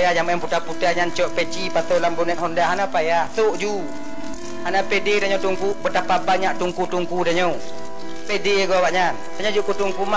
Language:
Achinese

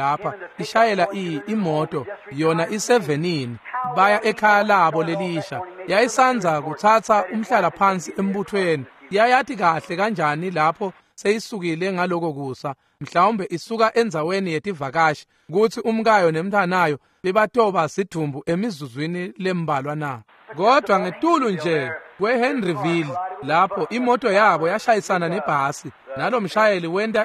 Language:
Swati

